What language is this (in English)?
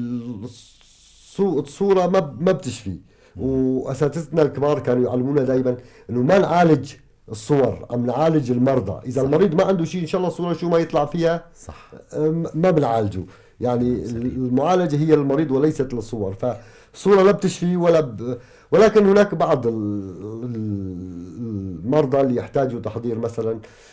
North Levantine Arabic